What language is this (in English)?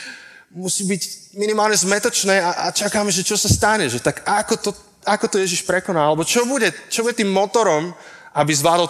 Slovak